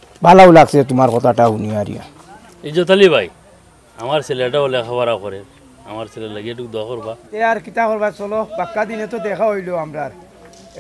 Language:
Sylheti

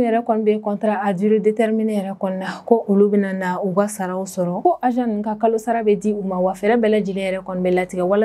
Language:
Bambara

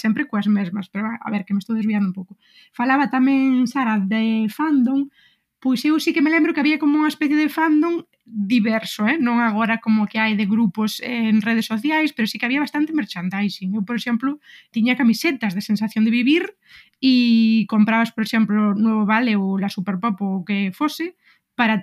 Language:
Galician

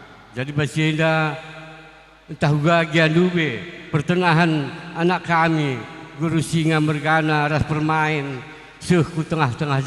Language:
Batak Karo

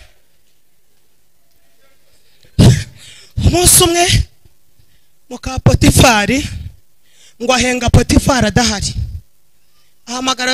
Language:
Kinyarwanda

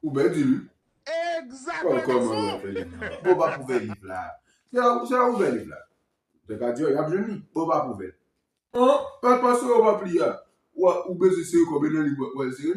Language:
Haitian Creole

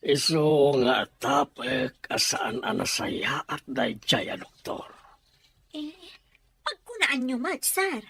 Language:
Iloko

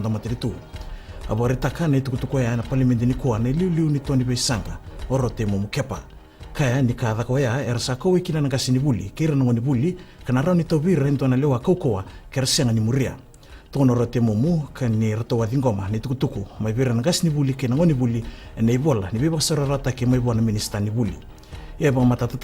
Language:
Fijian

